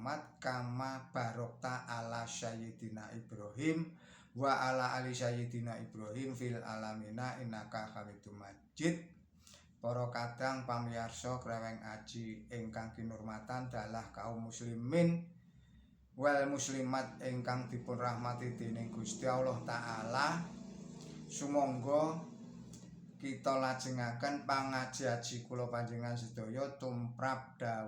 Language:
Javanese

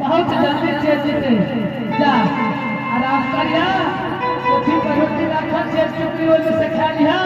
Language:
Angika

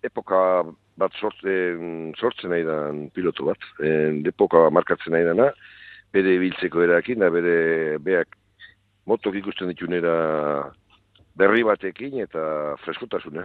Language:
Basque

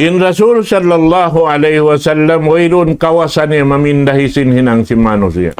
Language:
Tausug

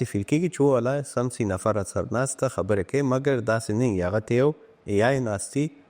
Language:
Pashto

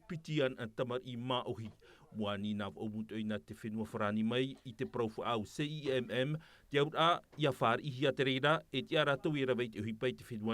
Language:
Tahitian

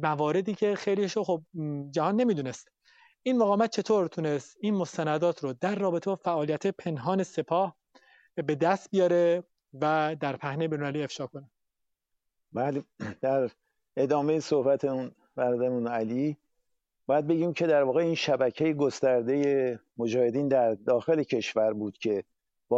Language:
Persian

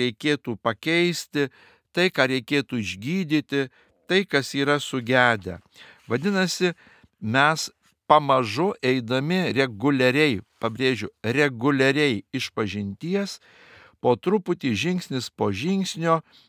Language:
Lithuanian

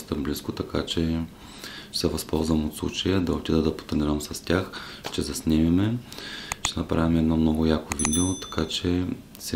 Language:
Bulgarian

